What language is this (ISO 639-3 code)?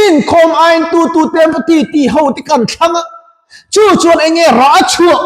lus